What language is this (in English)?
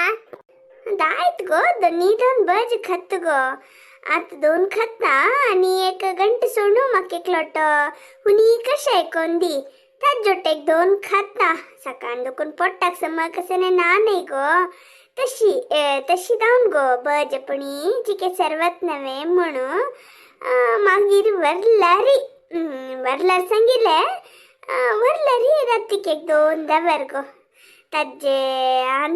Konkani